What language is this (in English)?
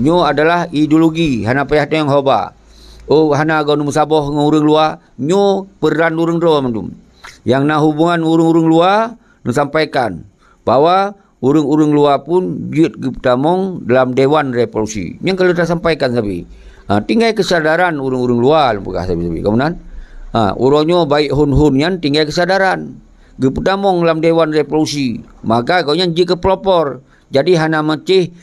Achinese